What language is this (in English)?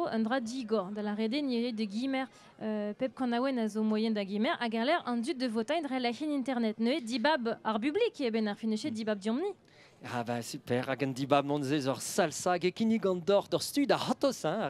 Breton